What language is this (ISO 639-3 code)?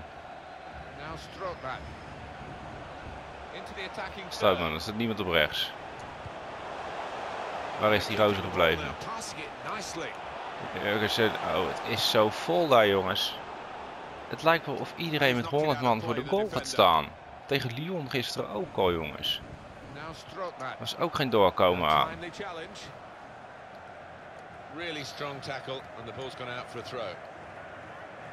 nld